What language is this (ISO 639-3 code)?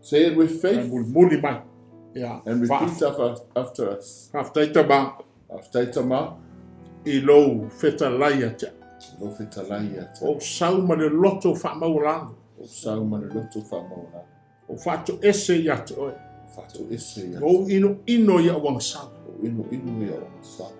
smo